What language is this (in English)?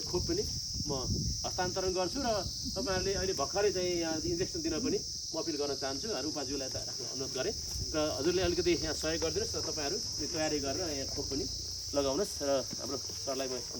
Nepali